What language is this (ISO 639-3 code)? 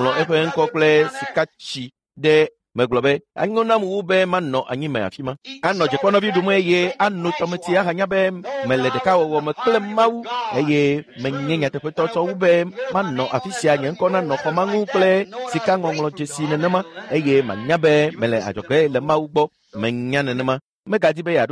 ewe